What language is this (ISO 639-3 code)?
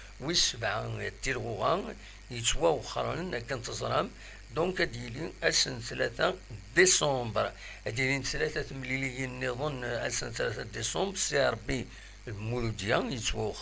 kab